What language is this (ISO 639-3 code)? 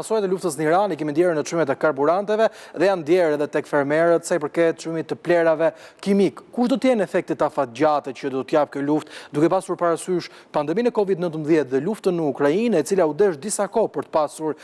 sqi